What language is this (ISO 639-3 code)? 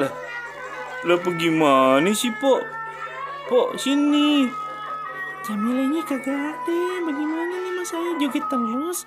bew